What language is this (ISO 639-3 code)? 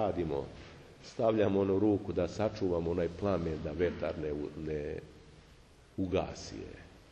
srp